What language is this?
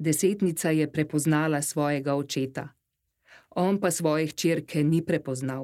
Slovenian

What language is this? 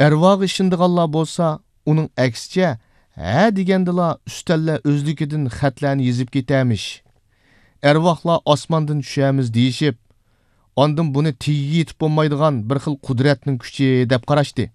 Uyghur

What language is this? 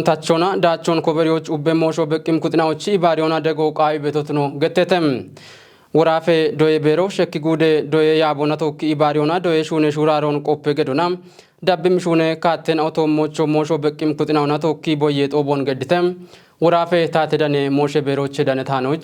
Kafa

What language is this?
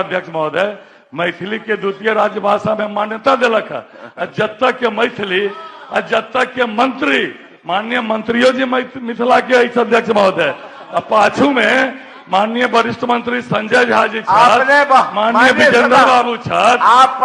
Maithili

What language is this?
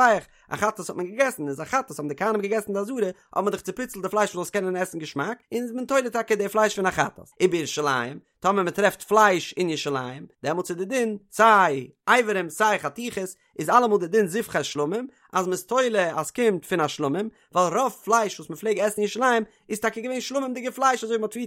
Yiddish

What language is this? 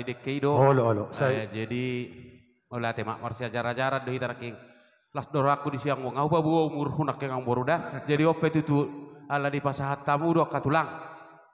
Batak Toba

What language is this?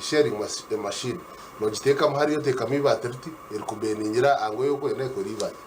Nyankole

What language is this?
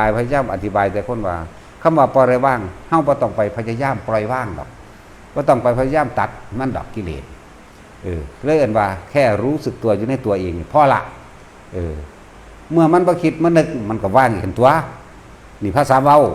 Northeastern Thai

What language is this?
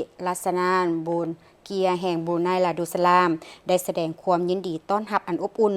Lao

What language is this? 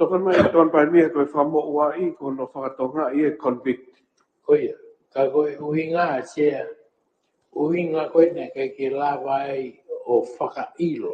Tongan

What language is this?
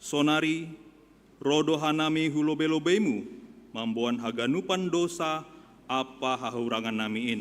Batak Simalungun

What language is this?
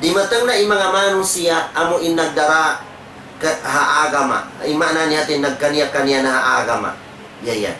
Tausug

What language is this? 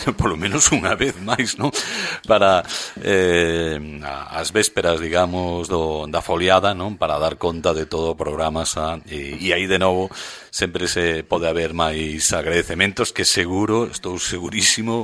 Galician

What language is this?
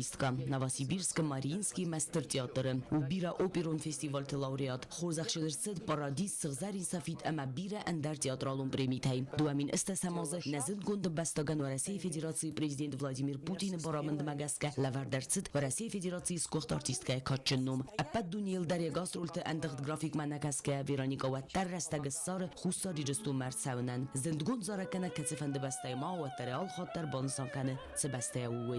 Ossetic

